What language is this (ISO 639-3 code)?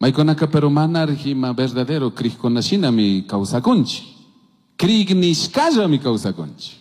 qug